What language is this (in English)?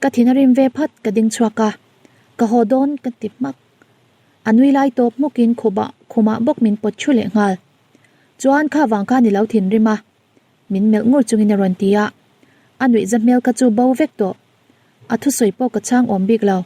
Mizo